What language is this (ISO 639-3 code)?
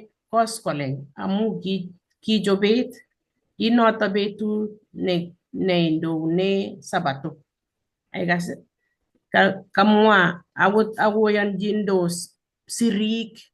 kln